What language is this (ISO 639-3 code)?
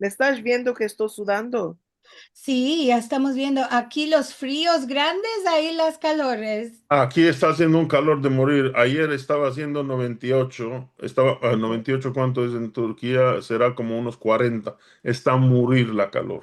lad